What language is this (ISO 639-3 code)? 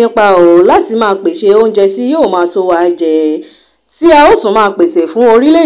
yor